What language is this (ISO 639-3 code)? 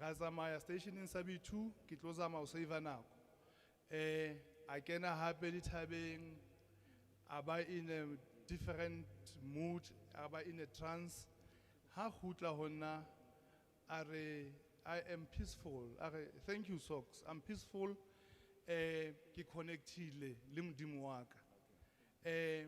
sot